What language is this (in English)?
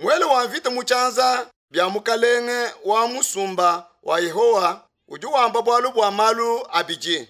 Luba-Lulua